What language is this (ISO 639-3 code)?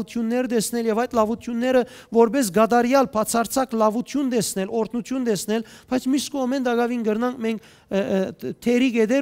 hyw